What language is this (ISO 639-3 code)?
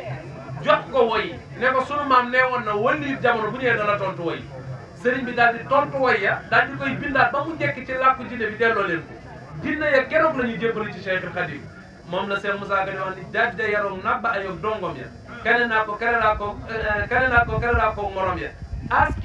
wol